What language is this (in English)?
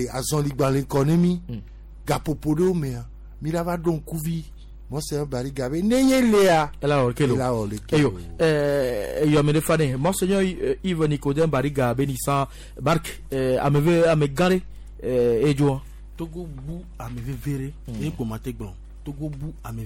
Gen